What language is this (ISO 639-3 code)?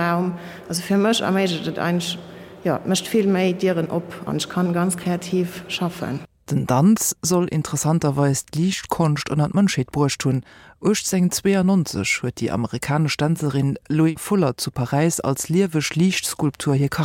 ltz